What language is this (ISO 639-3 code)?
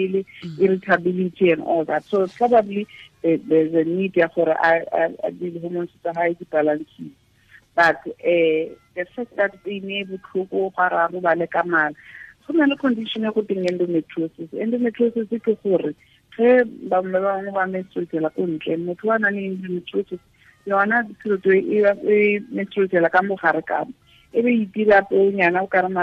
tsn